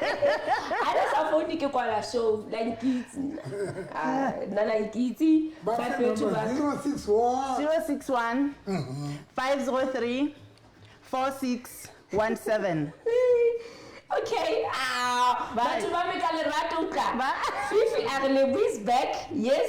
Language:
Southern Sotho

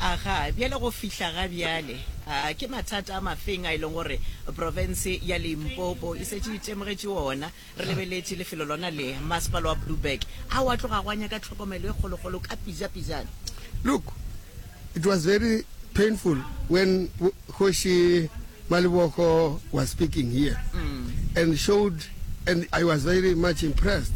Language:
Northern Sotho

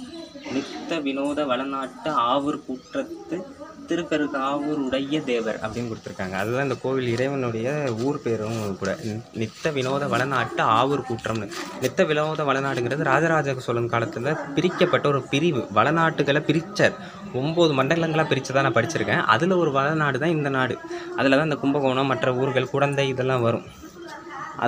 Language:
Tamil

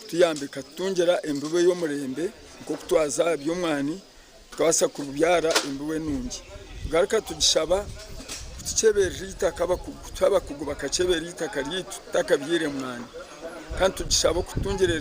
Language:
Nyankole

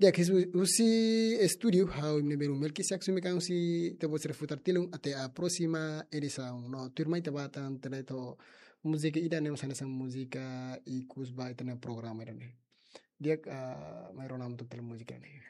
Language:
Tetum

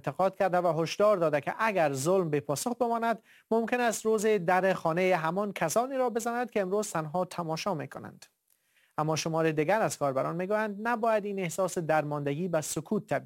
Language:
Persian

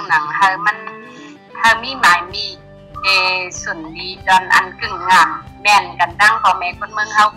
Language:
Shan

